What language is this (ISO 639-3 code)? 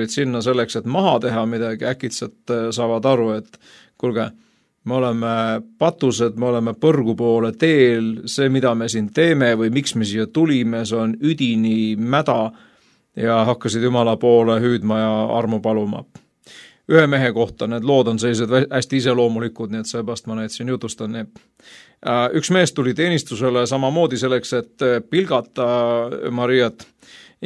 est